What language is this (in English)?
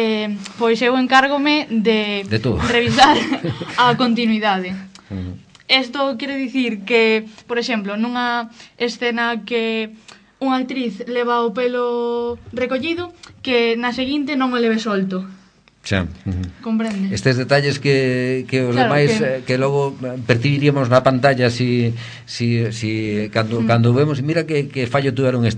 Galician